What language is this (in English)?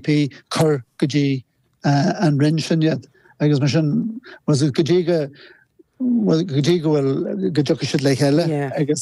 Irish